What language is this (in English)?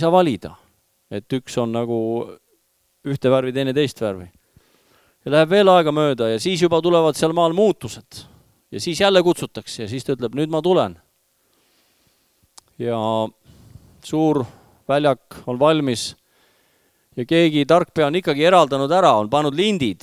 Estonian